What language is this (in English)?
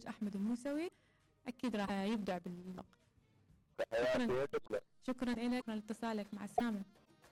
Mesopotamian Arabic